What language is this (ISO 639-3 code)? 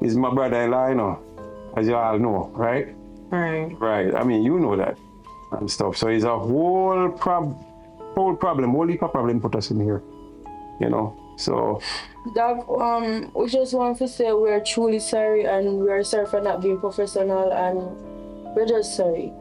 jam